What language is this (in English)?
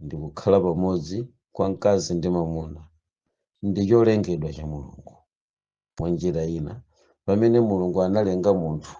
Nyanja